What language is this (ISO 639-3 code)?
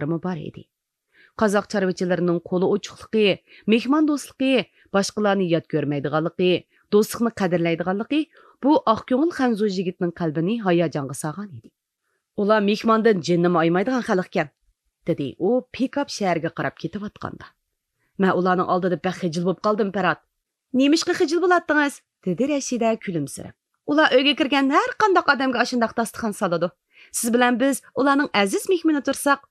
uig